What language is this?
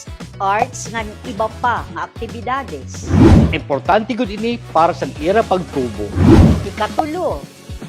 Waray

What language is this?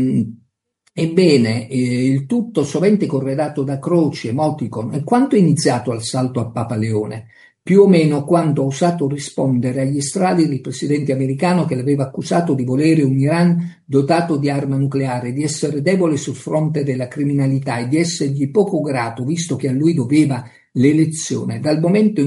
Italian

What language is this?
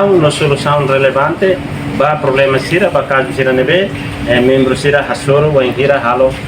Tetum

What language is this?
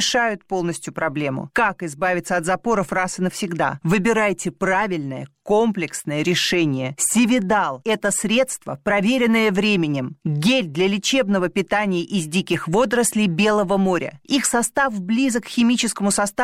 Russian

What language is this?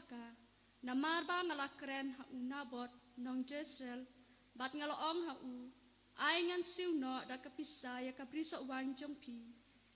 Khasi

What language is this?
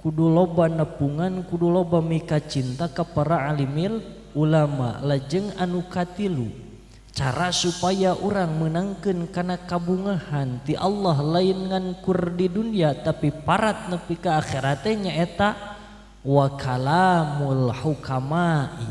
Sundanese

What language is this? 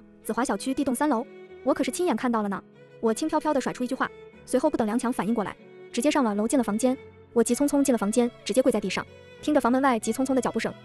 Chinese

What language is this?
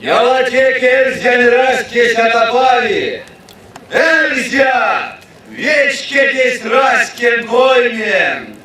Erzya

